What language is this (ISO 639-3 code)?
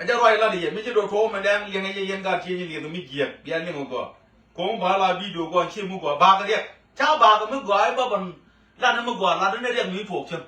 nus